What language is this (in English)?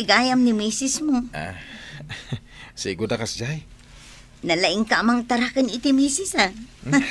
Iloko